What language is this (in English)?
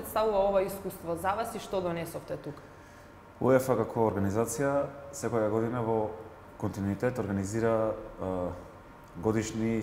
Macedonian